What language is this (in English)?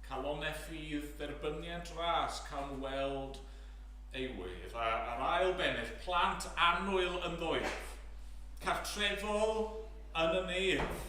Welsh